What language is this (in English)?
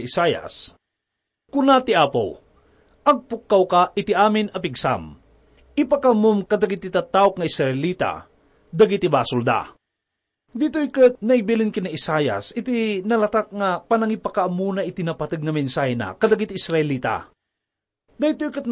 Iloko